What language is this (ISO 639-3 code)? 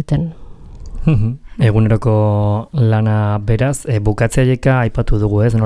eus